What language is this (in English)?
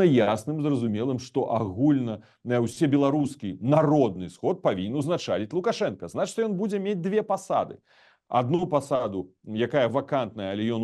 Belarusian